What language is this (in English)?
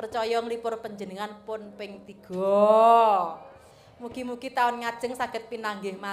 Javanese